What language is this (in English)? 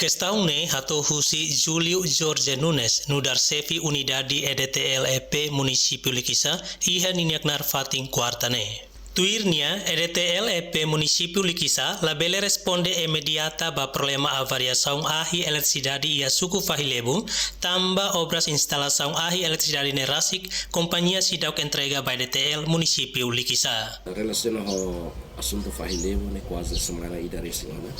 Tetum